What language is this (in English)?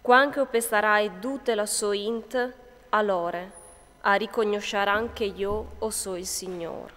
Friulian